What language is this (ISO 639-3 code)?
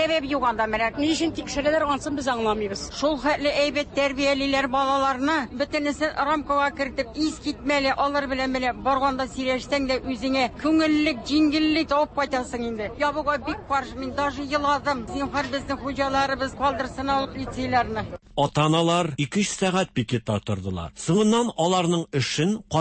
tat